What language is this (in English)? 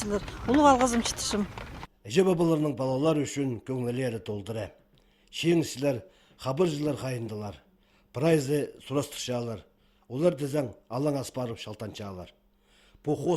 Khakas